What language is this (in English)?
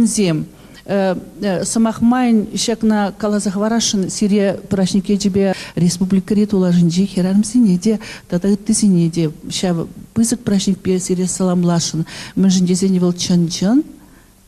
Chuvash